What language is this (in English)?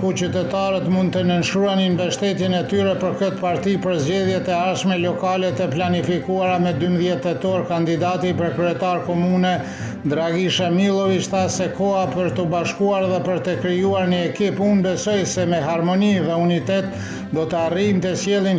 Albanian